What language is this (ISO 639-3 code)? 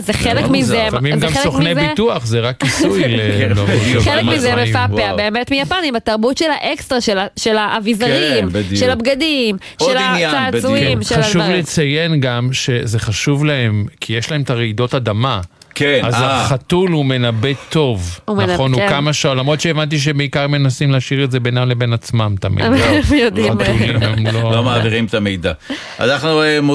heb